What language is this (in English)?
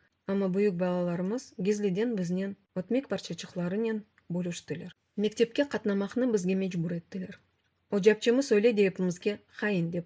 Crimean Tatar